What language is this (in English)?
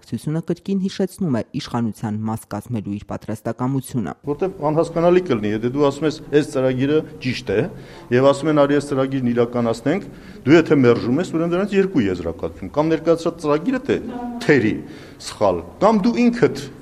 Armenian